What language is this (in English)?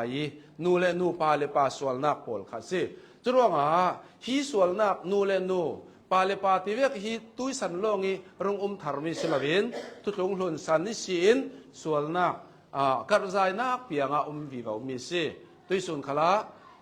Hakha Chin